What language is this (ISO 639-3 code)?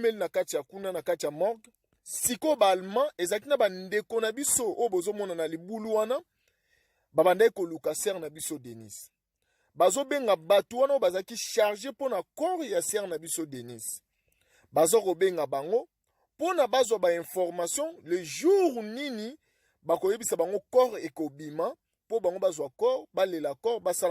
lin